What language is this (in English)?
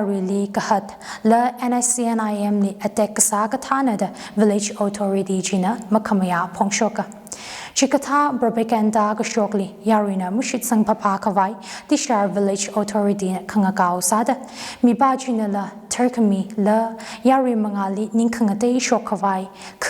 Tangkhul Naga (India)